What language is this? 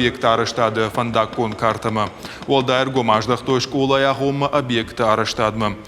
Ossetic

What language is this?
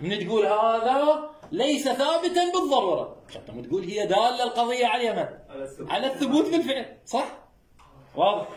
Mesopotamian Arabic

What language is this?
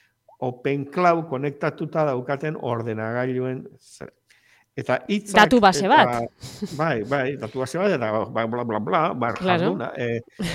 Basque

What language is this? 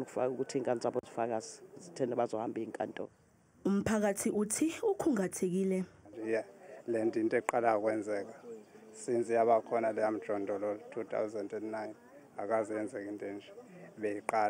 Zulu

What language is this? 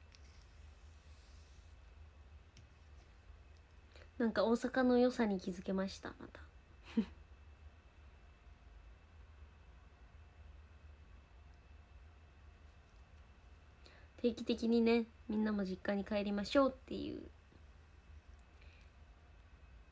Japanese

